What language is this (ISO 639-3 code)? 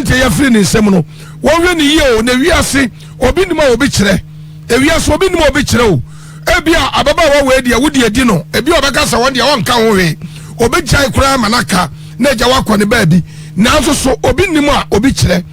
aka